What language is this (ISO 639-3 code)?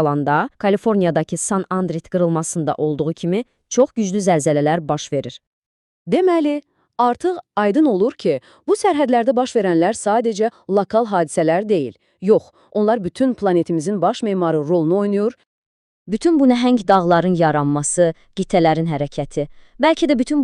aze